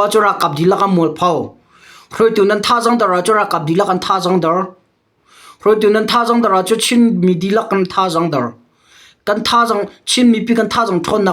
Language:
Hakha Chin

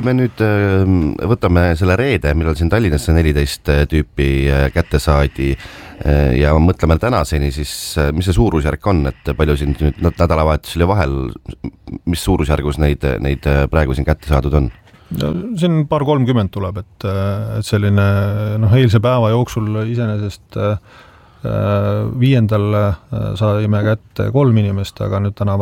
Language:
Estonian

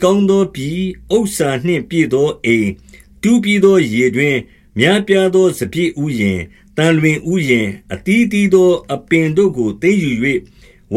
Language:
Burmese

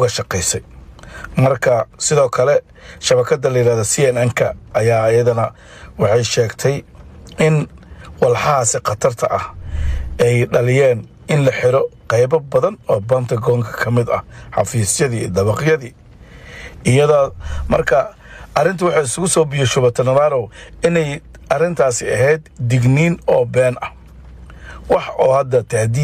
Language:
Somali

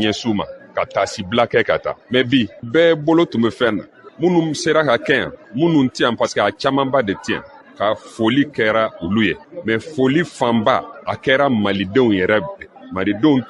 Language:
Bambara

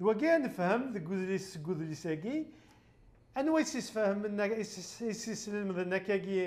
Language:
Kabyle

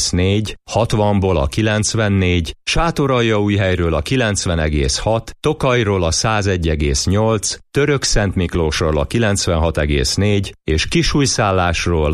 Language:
Hungarian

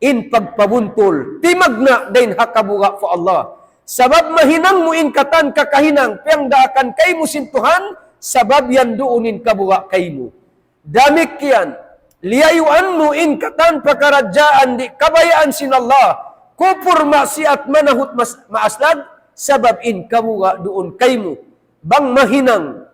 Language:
Tausug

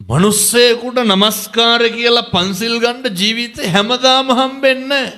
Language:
Sinhala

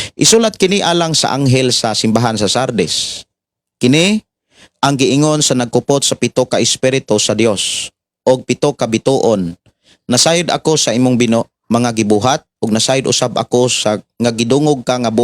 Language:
Cebuano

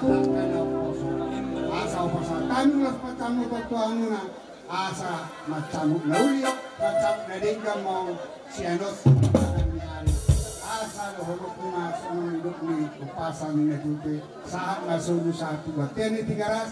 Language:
Batak Toba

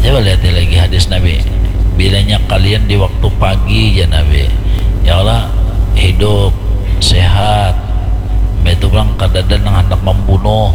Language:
Banjar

